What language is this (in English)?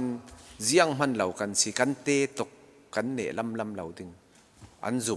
Falam Chin